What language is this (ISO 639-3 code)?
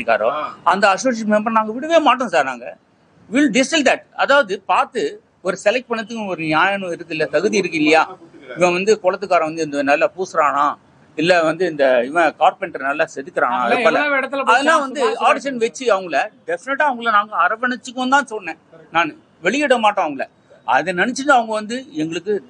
tam